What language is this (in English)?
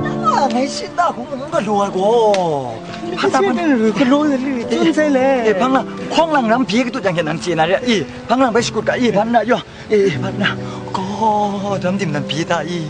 Kachin